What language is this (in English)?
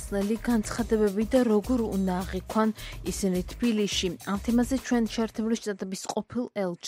Georgian